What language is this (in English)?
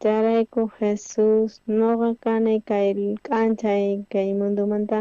South Bolivian Quechua